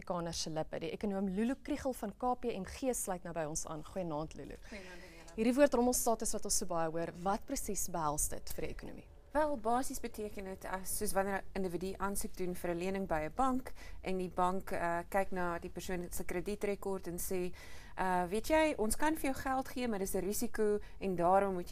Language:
Afrikaans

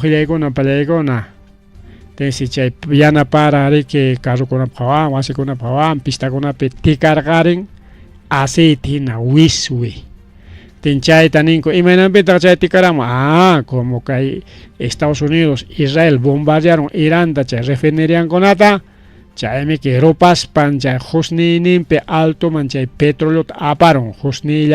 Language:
Ayacucho Quechua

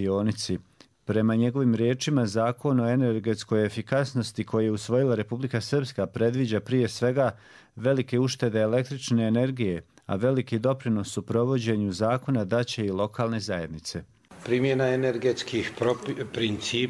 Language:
Croatian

